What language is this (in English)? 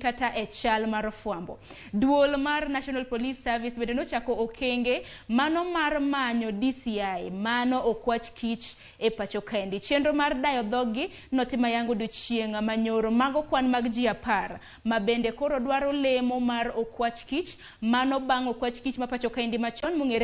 Luo (Kenya and Tanzania)